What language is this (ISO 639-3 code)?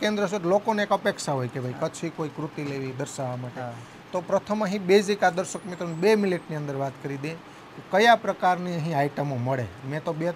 guj